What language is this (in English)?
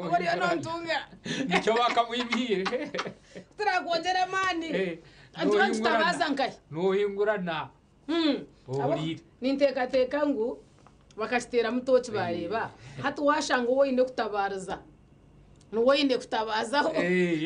Nyankole